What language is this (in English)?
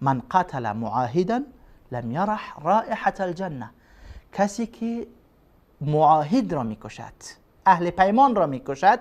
Persian